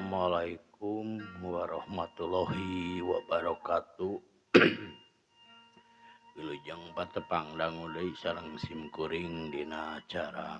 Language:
Sundanese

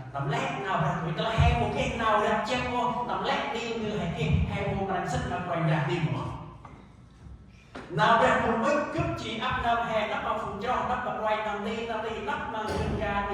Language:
Central Mnong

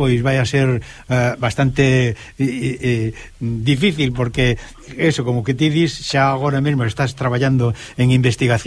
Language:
Galician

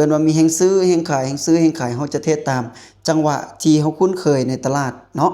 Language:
Lao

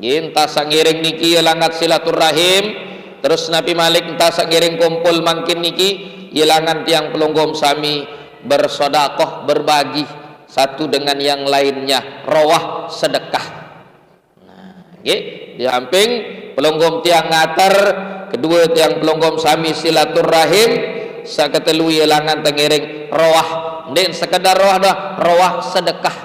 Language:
Sasak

